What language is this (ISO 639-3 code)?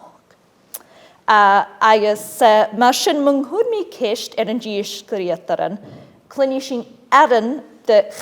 gla